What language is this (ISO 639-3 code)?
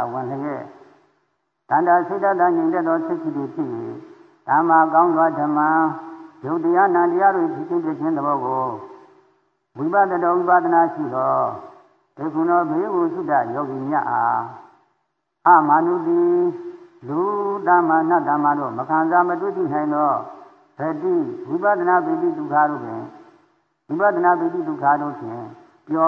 mya